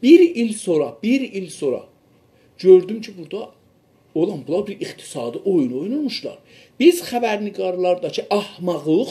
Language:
South Azerbaijani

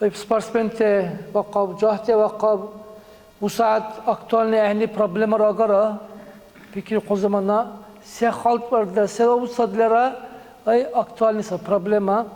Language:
Dargwa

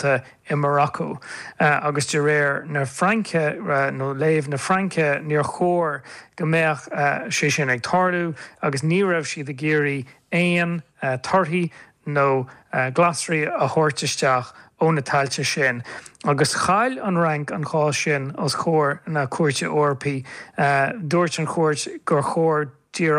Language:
Irish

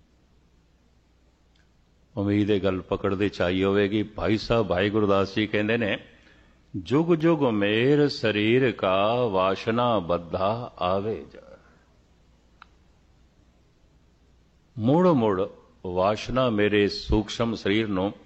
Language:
Punjabi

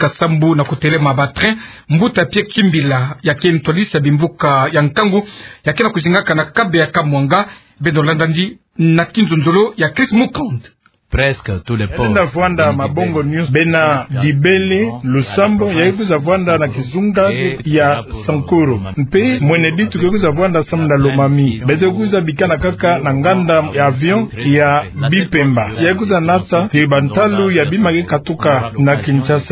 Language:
Kituba (Democratic Republic of Congo)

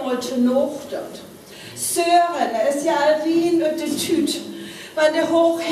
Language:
Northern Frisian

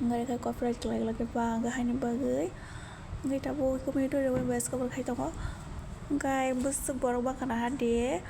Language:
Kok Borok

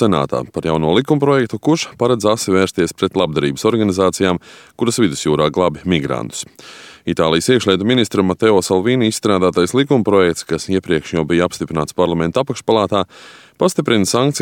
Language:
Latvian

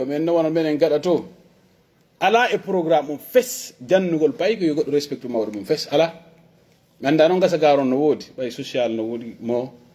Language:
Pular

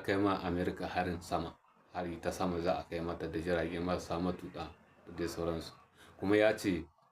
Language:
Hausa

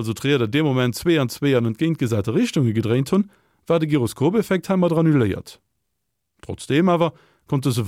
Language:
Luxembourgish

